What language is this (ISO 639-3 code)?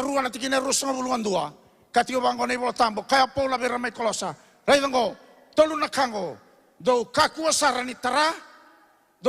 fij